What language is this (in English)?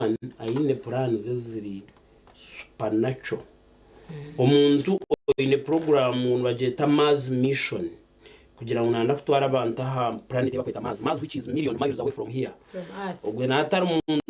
Nyankole